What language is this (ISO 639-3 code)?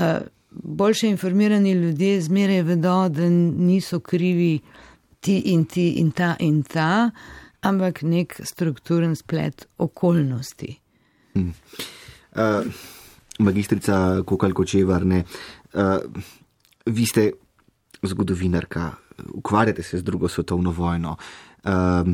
slv